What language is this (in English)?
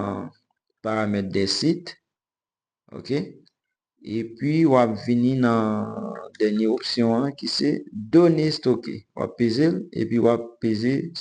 Haitian Creole